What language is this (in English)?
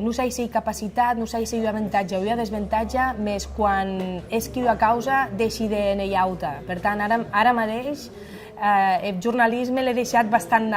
Occitan